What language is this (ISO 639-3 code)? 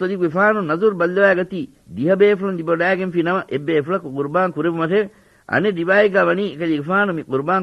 div